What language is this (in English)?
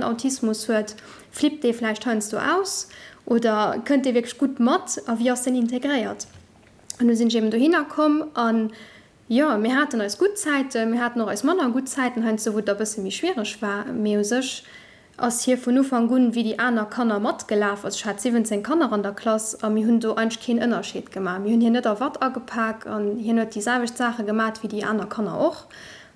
Luxembourgish